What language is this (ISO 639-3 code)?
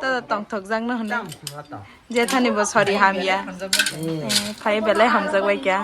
trp